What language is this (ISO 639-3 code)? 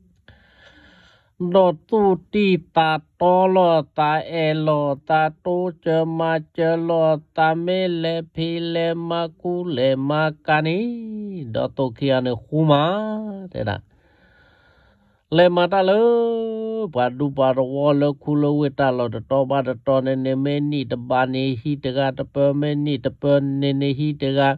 ksw